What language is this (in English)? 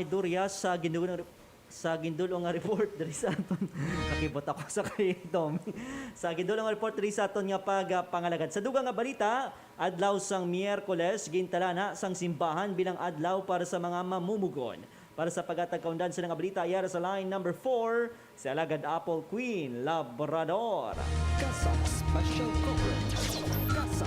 Hiligaynon